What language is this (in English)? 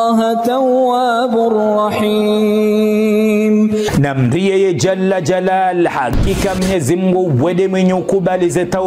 Ngazidja Comorian